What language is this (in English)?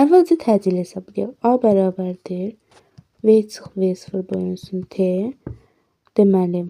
Azerbaijani